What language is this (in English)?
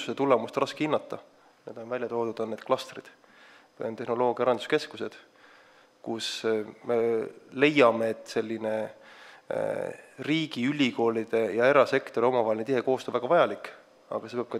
Estonian